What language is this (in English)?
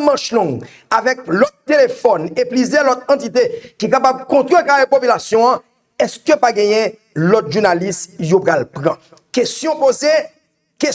Haitian Creole